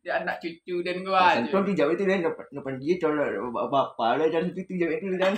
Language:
Minangkabau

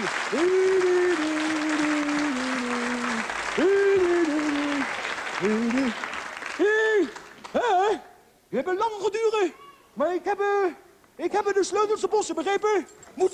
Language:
Dutch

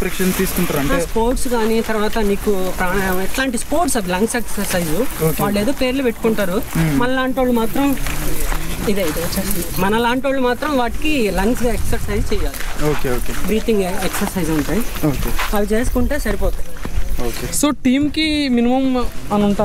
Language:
Telugu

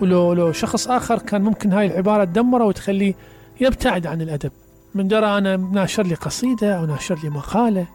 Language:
Mesopotamian Arabic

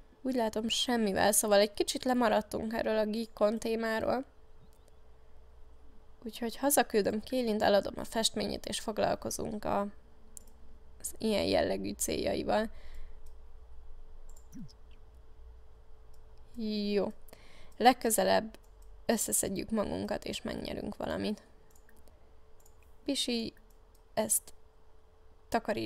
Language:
Hungarian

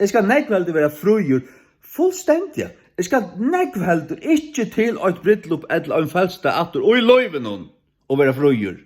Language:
Faroese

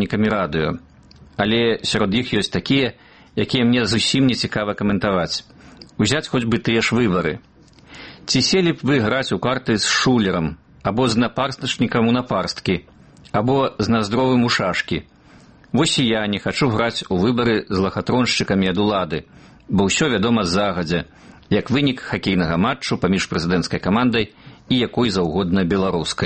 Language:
Belarusian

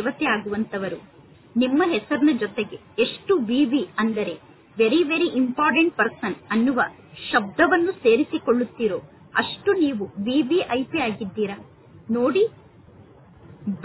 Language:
Kannada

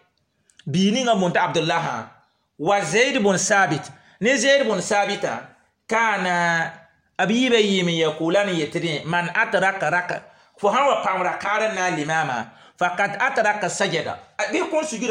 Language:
Mossi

